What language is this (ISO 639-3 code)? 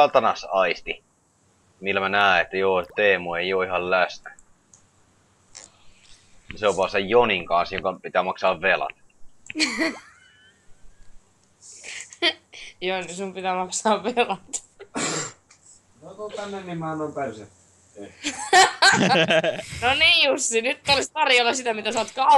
fin